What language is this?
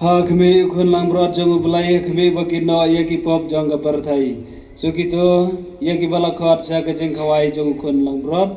Khasi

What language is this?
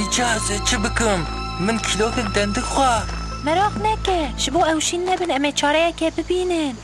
Kurdish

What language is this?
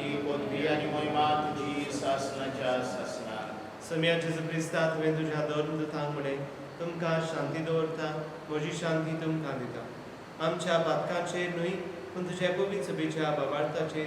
Konkani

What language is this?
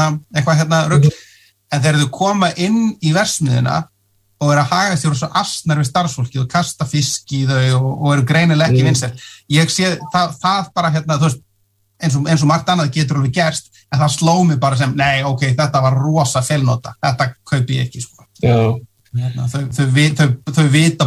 Icelandic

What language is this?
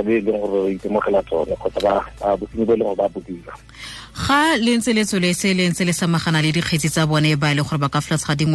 Tswana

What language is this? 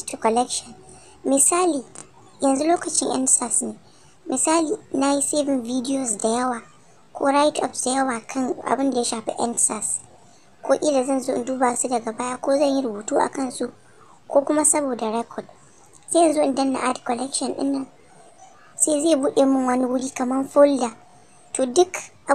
Hausa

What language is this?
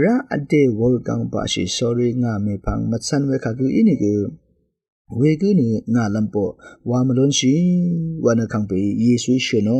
Rawang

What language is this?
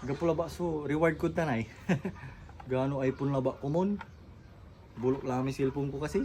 Pangasinan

